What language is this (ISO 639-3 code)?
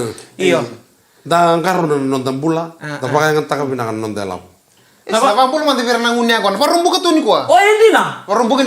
fij